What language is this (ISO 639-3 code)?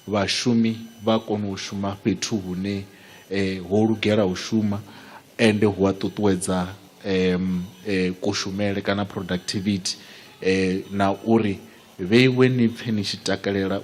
ven